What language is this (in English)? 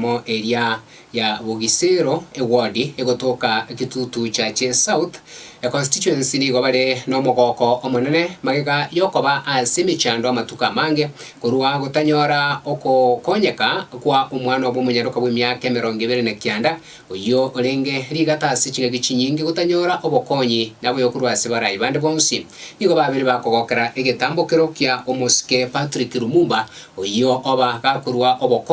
Gusii